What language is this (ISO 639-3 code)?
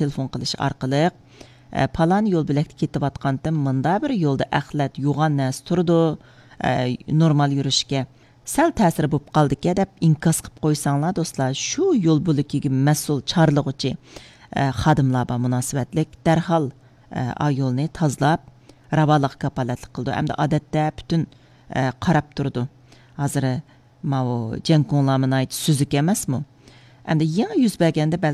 uig